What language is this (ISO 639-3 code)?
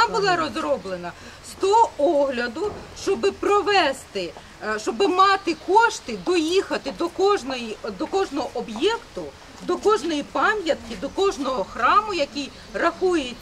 ukr